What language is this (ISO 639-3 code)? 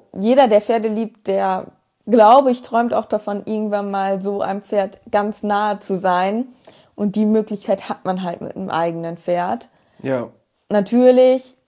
deu